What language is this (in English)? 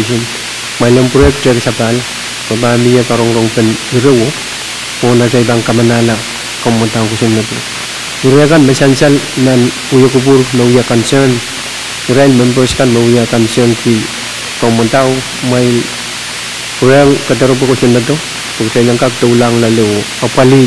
Pohnpeian